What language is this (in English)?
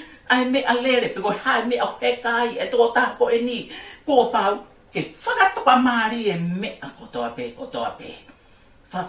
Tongan